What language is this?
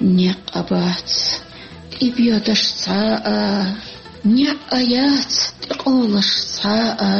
Chechen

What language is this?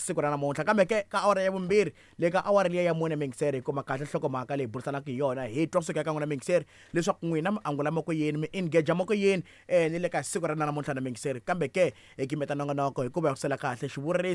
Tsonga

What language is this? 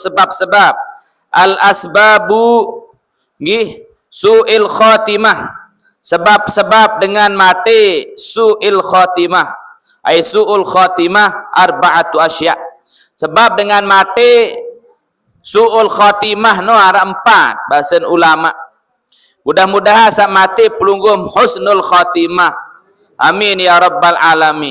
Sasak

